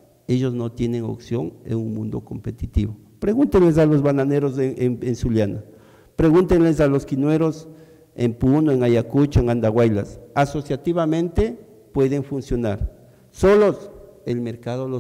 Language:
Spanish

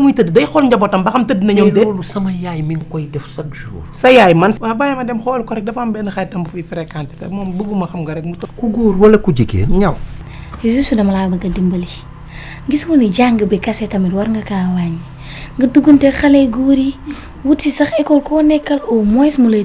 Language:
Wolof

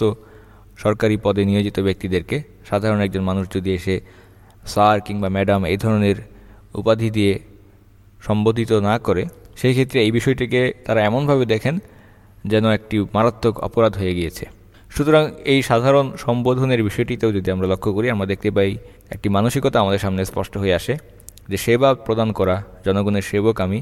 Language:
Bangla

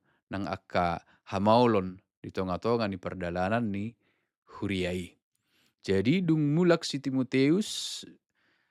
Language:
Batak Toba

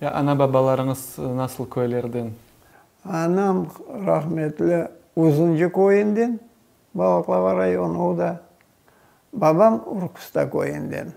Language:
Crimean Tatar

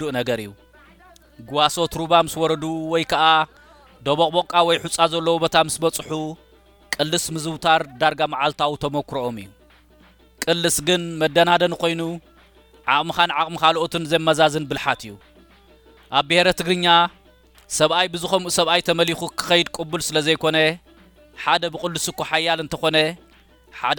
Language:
Tigrinya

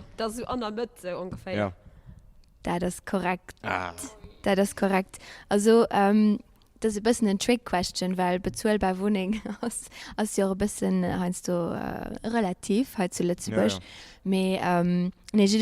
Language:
Luxembourgish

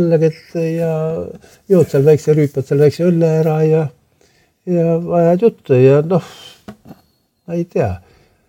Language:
Estonian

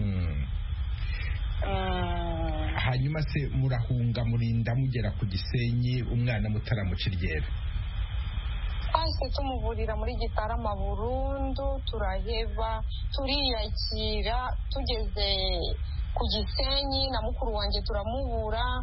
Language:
Kinyarwanda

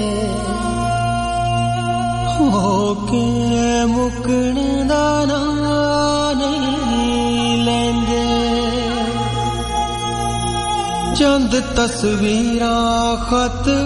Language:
Punjabi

